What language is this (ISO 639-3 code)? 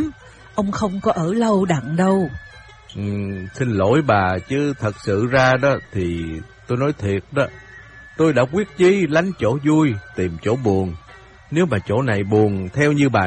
vie